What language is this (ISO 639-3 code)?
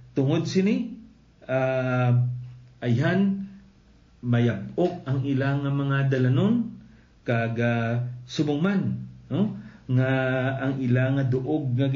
hil